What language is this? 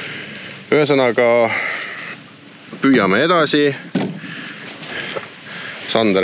Estonian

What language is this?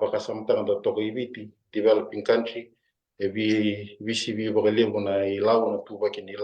Fijian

